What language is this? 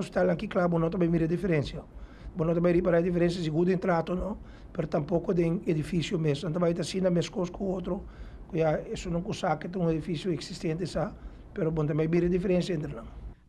Papiamento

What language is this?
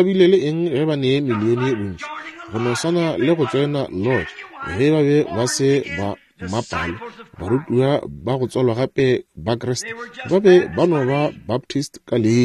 Northern Sotho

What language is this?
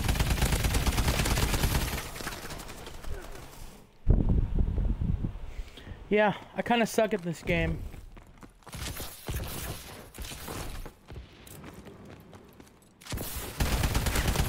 English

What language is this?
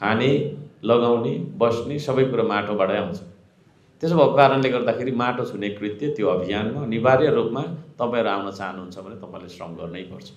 Nepali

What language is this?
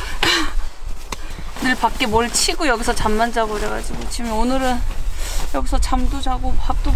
Korean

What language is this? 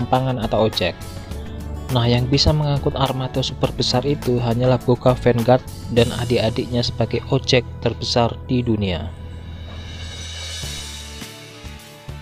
Indonesian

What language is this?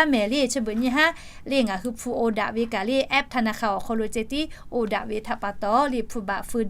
Lahu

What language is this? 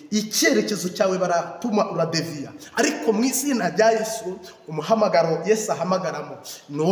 Kinyarwanda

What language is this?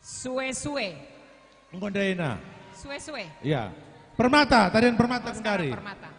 Batak Karo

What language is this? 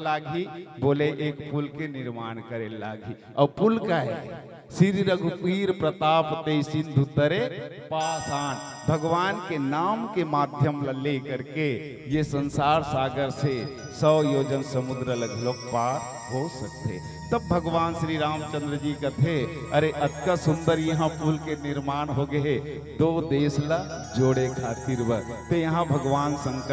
Chhattisgarhi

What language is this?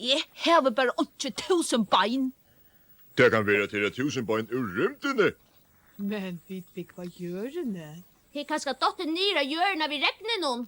Faroese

